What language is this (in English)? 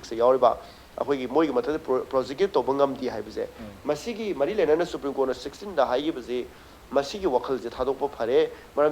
Manipuri